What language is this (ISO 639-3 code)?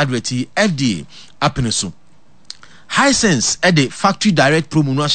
aka